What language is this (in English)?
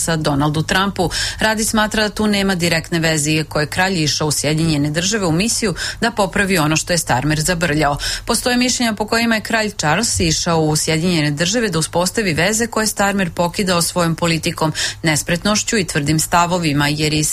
Serbian